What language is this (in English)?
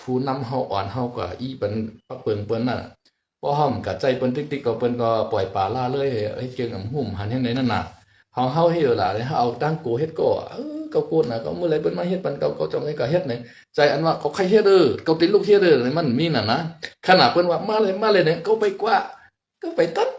Shan